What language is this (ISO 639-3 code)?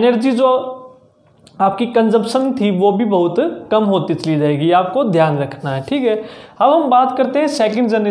hin